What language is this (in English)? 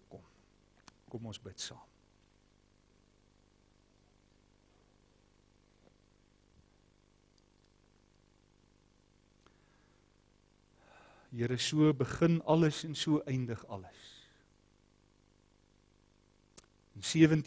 Afrikaans